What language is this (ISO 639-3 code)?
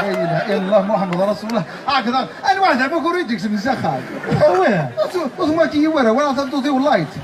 kab